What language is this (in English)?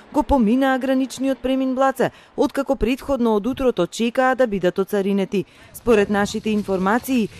Macedonian